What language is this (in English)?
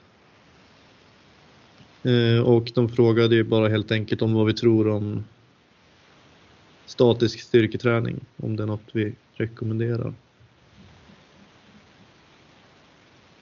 Swedish